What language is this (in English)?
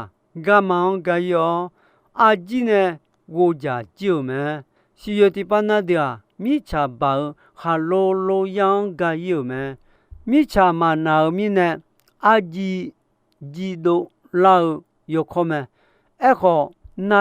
Akha